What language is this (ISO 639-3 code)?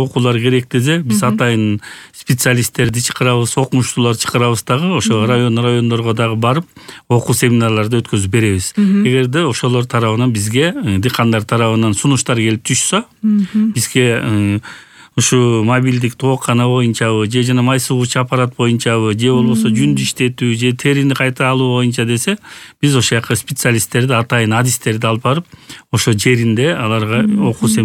kir